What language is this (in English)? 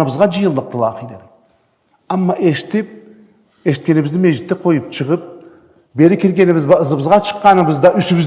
Karachay-Balkar